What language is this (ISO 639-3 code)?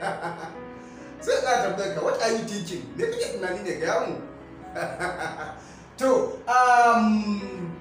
hau